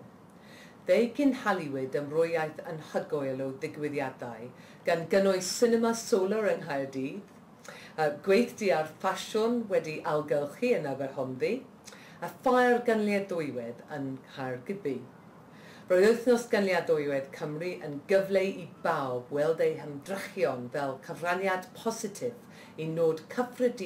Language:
Welsh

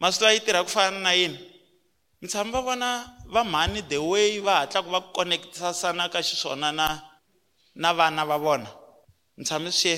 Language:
Tsonga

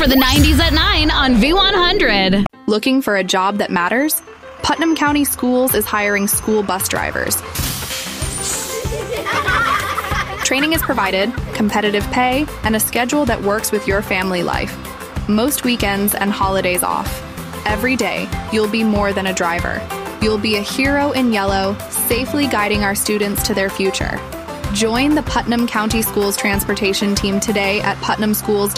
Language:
English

